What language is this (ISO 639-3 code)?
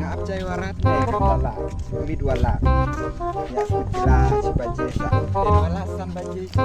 kha